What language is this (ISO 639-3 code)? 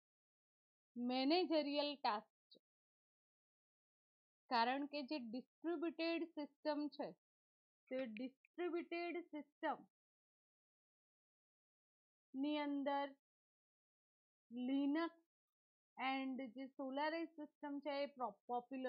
guj